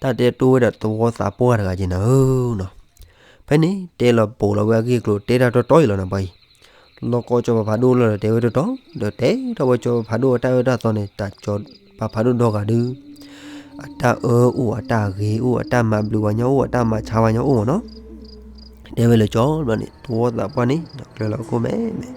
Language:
S'gaw Karen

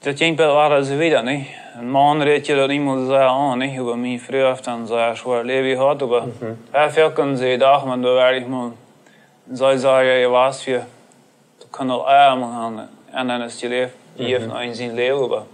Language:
Plautdietsch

